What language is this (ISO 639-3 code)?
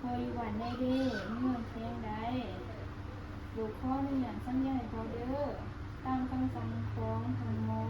lao